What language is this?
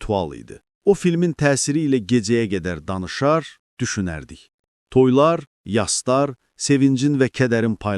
Azerbaijani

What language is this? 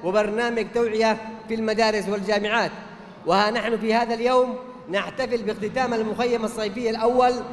Arabic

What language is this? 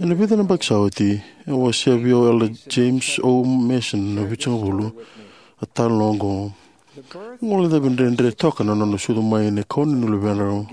Fijian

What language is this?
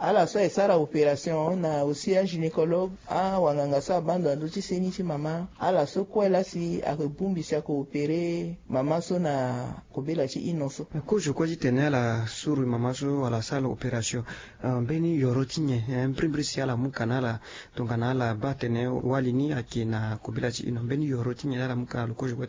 Sango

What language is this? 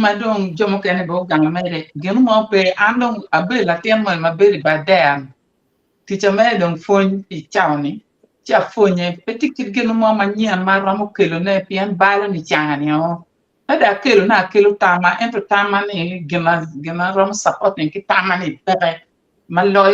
Acoli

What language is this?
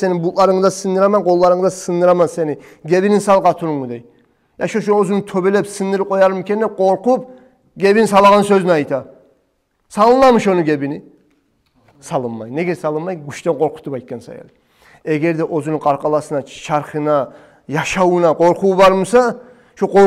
Kumyk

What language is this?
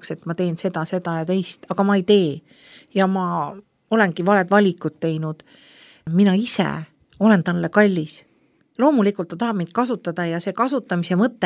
Estonian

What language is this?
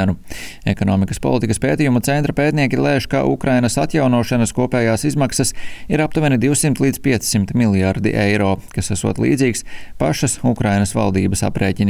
Latvian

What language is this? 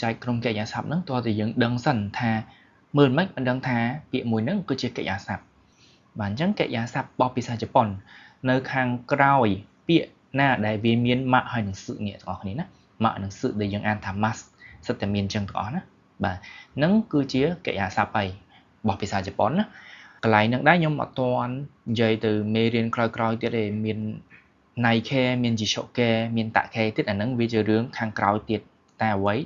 Khmer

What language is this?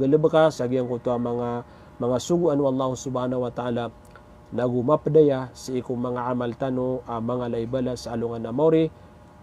Maranao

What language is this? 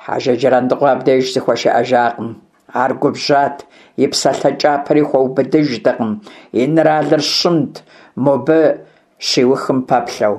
Kabardian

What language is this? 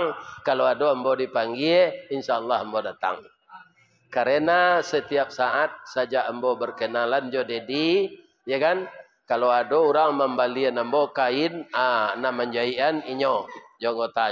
Minangkabau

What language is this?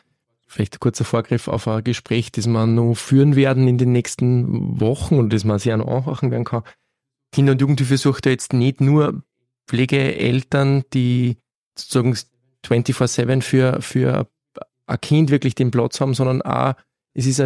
German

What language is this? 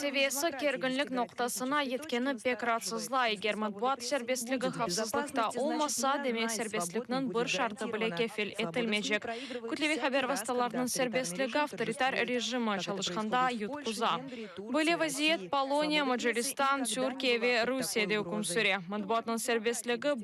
Crimean Tatar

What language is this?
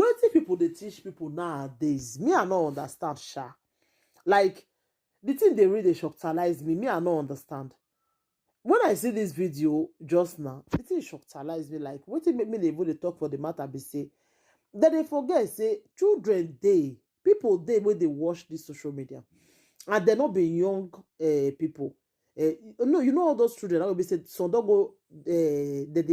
Nigerian Pidgin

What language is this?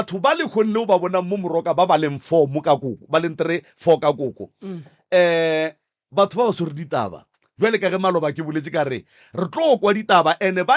Northern Sotho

